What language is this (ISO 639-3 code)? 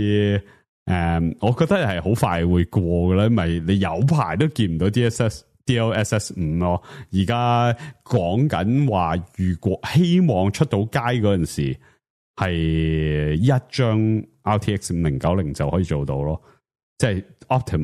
yue